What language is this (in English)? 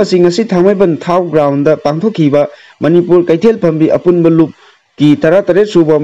Manipuri